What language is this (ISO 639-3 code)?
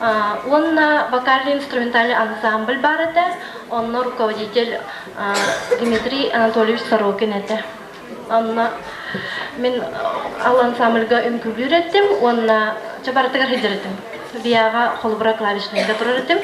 sah